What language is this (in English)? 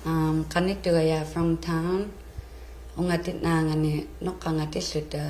Inuktitut